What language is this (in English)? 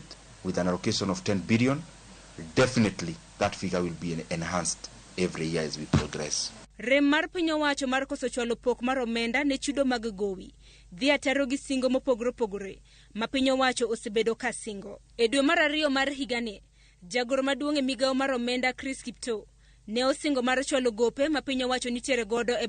Luo (Kenya and Tanzania)